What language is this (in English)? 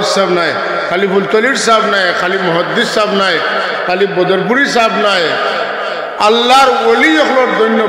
Sylheti